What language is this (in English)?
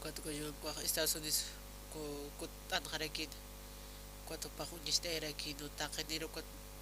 Aymara